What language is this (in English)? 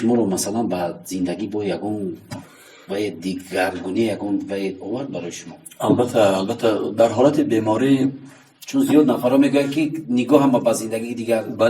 Tajik